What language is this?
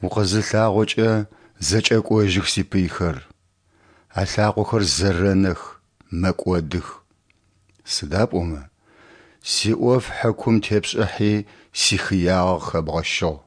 Adyghe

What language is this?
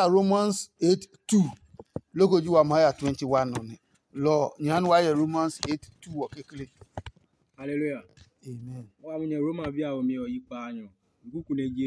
Adangme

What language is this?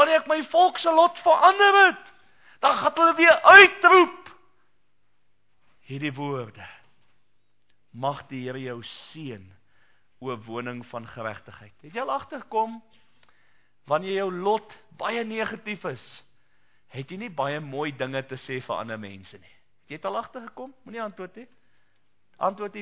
Afrikaans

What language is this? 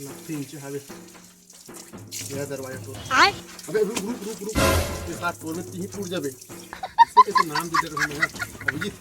Chhattisgarhi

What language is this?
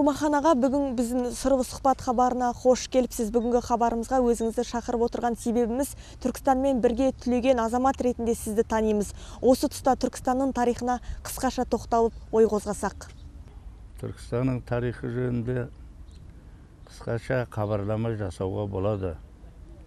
Kazakh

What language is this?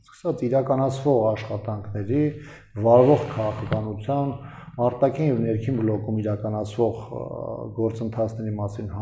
Armenian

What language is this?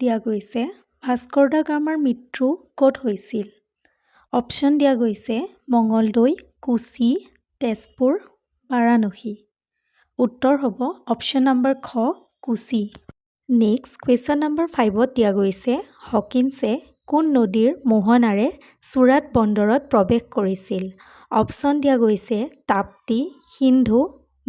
Assamese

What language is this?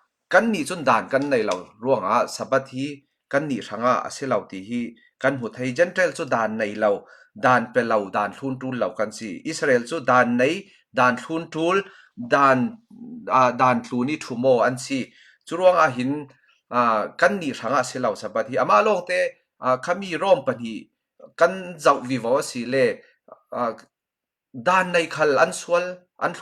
Falam Chin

